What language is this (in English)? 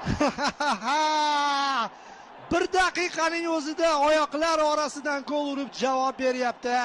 Uzbek